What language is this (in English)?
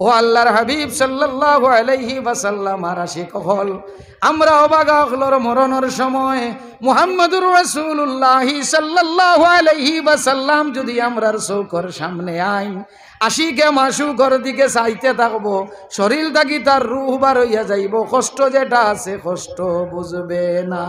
Sylheti